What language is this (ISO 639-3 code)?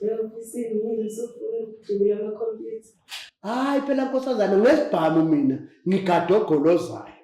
zul